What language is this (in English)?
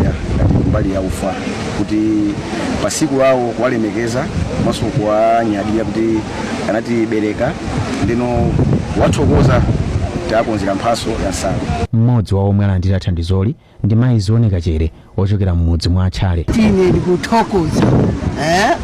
Nyanja